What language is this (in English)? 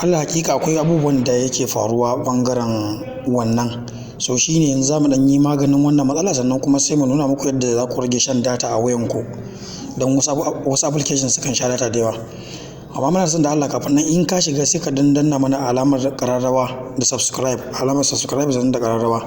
Hausa